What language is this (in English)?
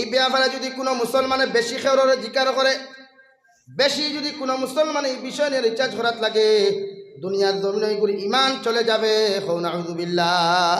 Sylheti